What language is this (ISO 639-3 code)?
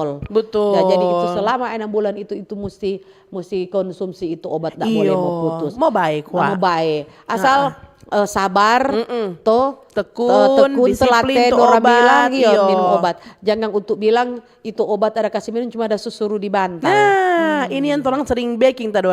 xmm